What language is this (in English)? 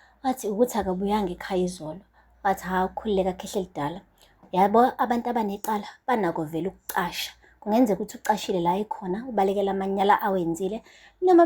Zulu